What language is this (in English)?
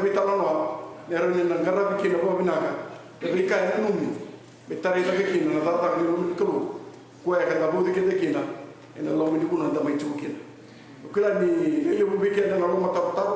Fijian